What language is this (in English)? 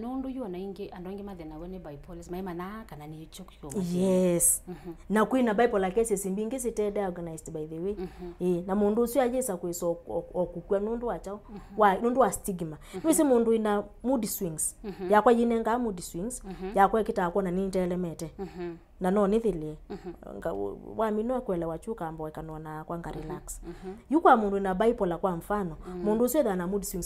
Kamba